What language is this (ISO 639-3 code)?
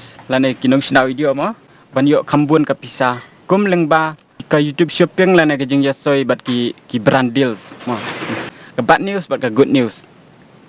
kha